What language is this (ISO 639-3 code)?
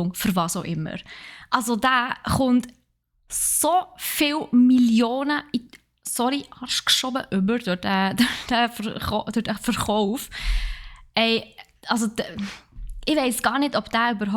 gsw